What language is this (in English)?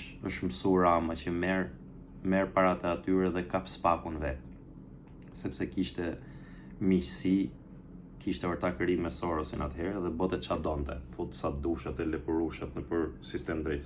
Albanian